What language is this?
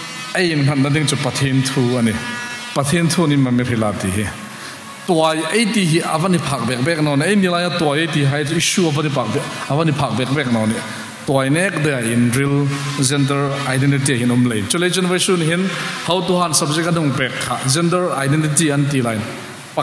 Hmar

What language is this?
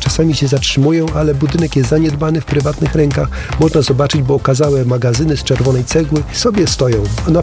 Polish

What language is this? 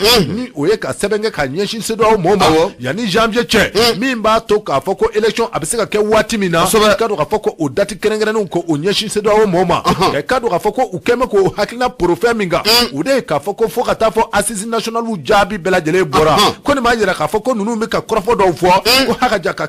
Bambara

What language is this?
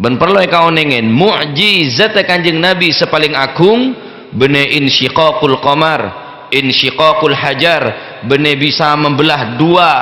Madurese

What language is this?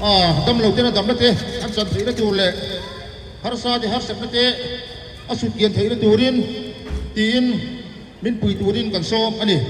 Hmar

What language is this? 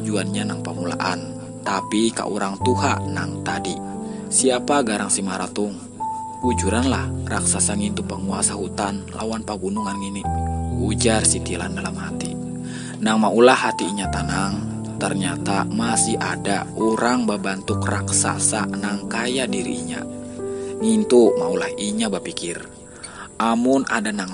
Banjar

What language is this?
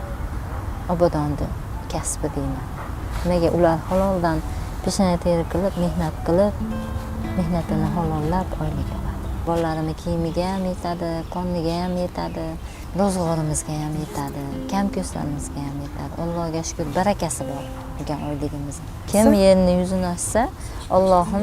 Uzbek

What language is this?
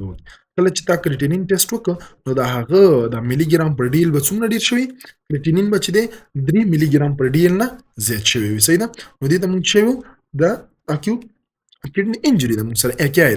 Pashto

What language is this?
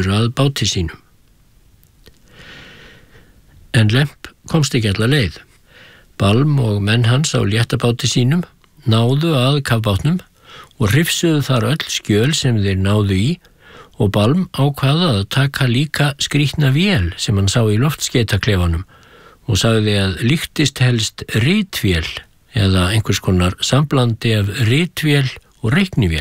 Icelandic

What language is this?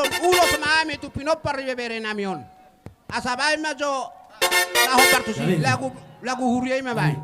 Batak Toba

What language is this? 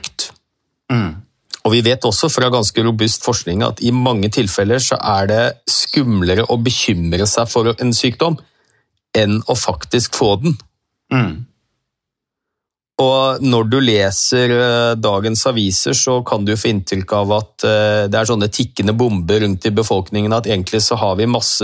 Norwegian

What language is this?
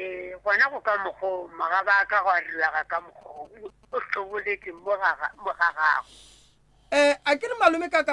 Northern Sotho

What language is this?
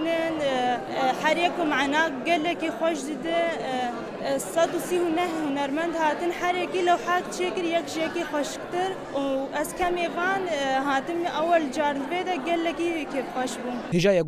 Kurdish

